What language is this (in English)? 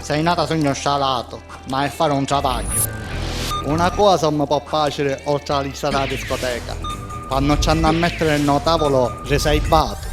Sicilian